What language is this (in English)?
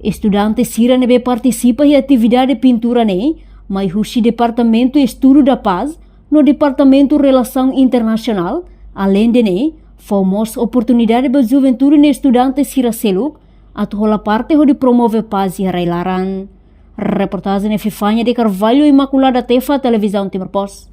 Tetum